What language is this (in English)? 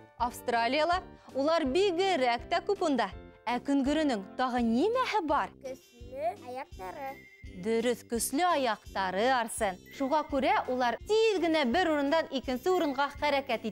Bashkir